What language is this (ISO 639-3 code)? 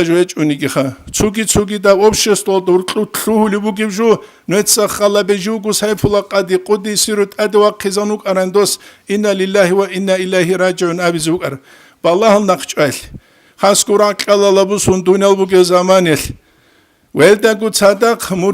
ava